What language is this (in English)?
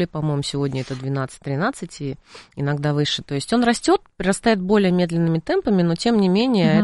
Russian